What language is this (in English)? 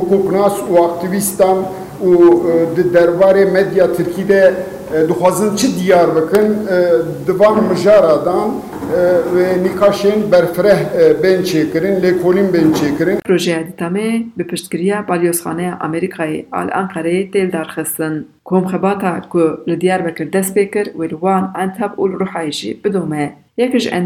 Kurdish